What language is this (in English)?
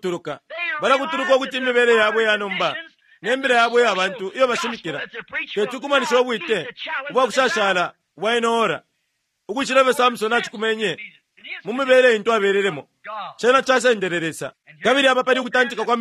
Bemba